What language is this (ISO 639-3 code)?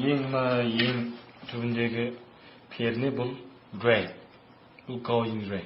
kaz